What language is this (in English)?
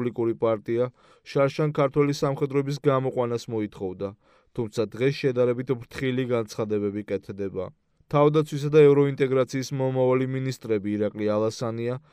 Georgian